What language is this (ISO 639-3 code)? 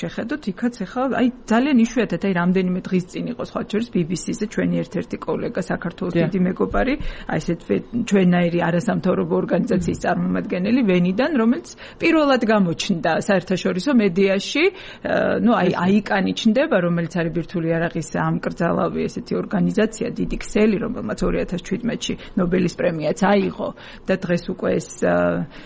kat